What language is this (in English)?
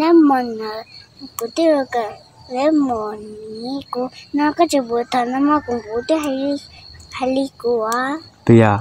Hmong